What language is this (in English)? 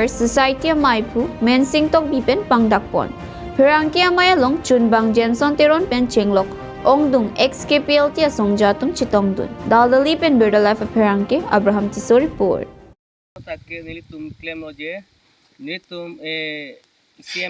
Karbi